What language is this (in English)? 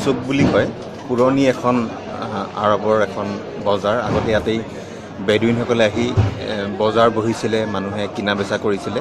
Assamese